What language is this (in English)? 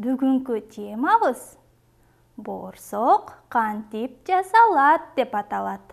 Kyrgyz